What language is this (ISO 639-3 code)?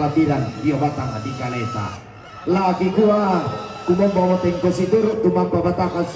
sda